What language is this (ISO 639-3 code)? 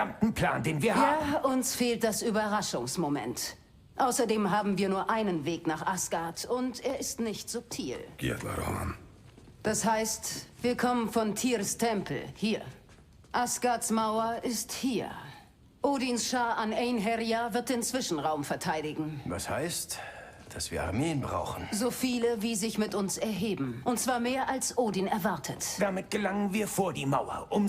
bar